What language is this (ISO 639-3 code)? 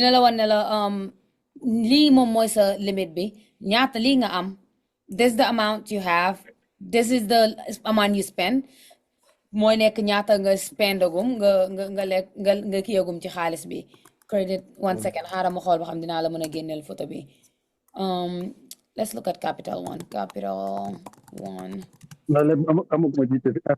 wol